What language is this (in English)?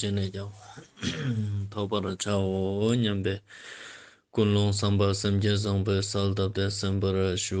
Ladakhi